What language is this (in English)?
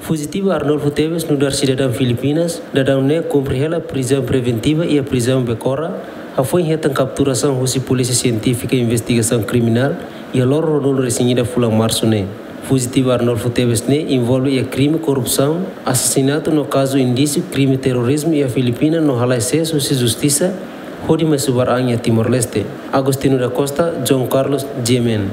Tetum